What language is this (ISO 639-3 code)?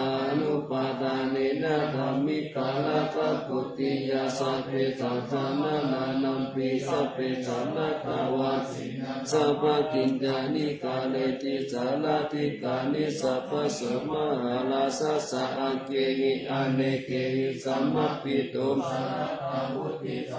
pli